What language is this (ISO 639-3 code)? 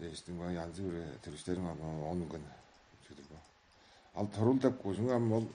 tyv